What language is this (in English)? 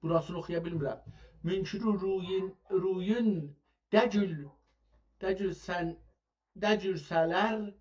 South Azerbaijani